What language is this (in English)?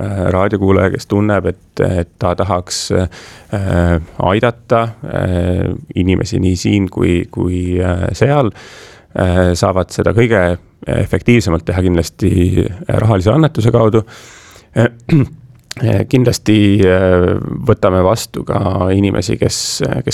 Estonian